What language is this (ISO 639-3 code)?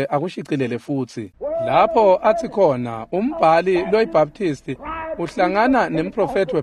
ssw